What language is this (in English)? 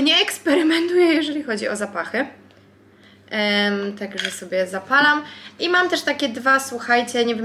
Polish